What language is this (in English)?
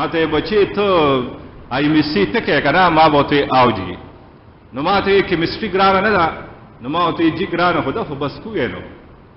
Pashto